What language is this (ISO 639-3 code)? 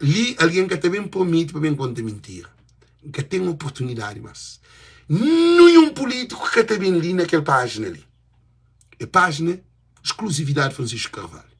kea